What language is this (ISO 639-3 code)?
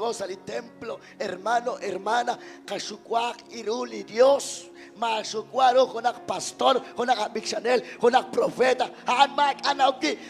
kek